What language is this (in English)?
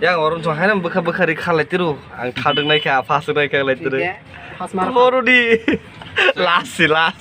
Kok Borok